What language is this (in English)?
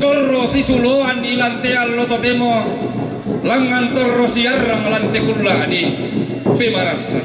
Toraja-Sa'dan